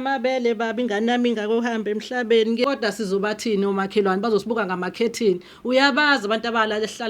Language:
Zulu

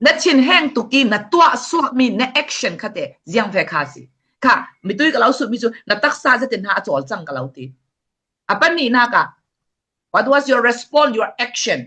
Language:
Falam Chin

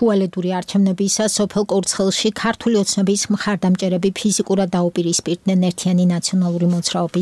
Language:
Georgian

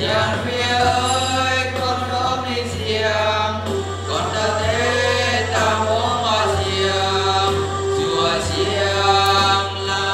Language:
Eastern Bru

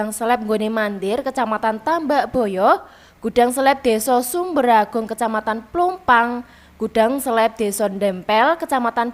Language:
Javanese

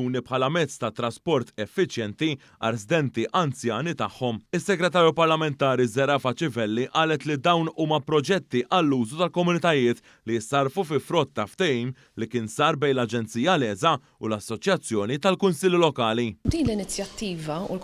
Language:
Maltese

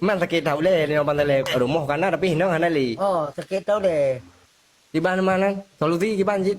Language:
Achinese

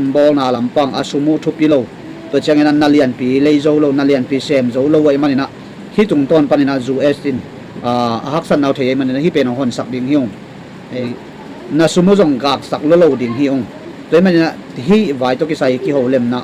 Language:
Tedim Chin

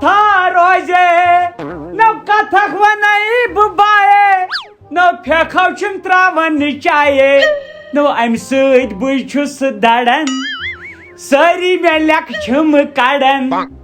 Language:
Kashmiri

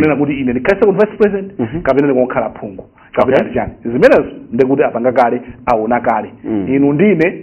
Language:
Nyanja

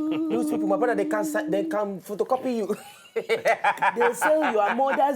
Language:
Nigerian Pidgin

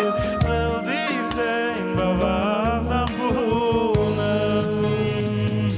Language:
Yiddish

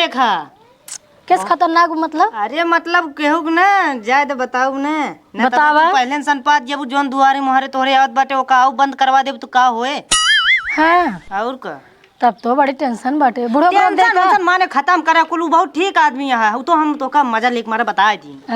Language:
Awadhi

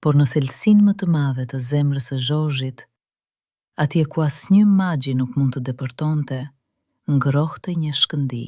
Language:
Albanian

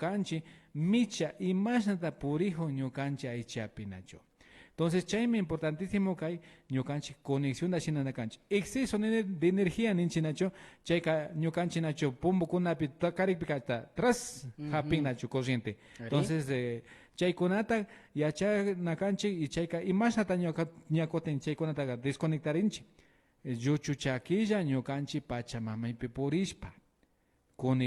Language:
Imbabura Highland Quichua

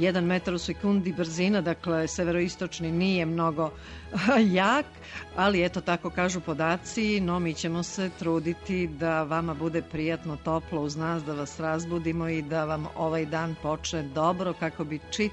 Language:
Serbian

